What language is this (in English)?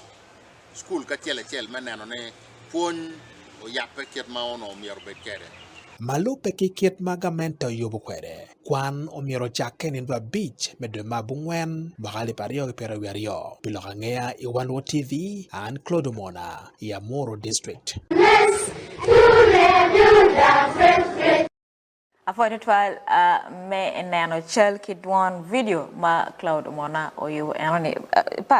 Acoli